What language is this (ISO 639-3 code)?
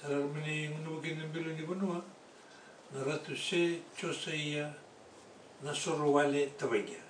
fij